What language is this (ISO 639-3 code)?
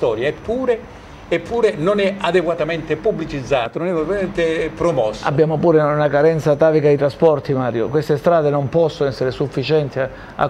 ita